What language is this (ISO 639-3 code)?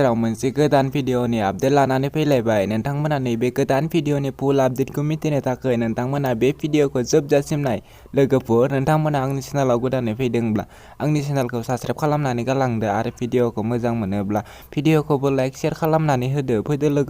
brx